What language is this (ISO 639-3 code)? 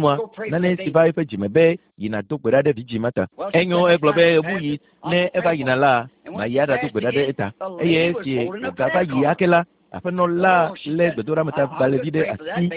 ewe